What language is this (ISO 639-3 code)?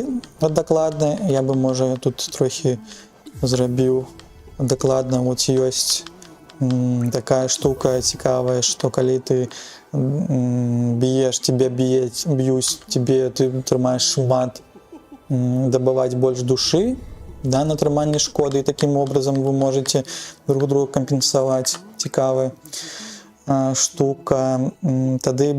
bel